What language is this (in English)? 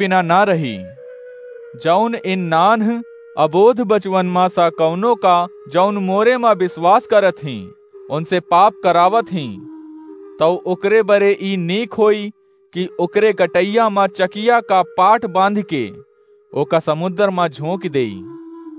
Awadhi